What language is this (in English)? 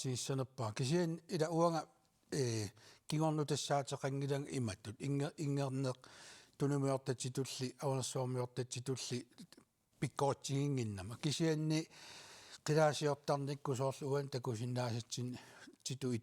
Kalaallisut